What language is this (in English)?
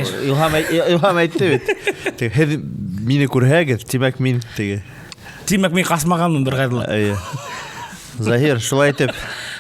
Bashkir